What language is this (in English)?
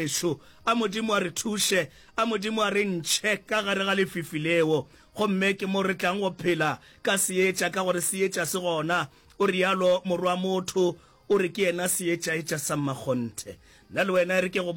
Northern Sotho